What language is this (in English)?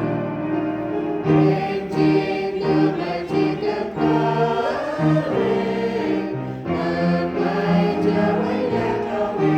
Central Mnong